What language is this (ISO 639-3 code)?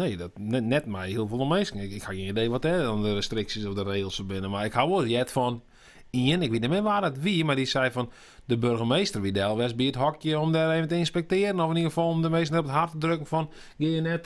fry